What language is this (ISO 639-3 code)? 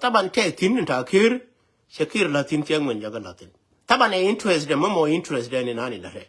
nus